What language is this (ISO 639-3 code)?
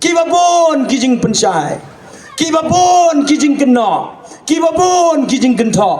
kha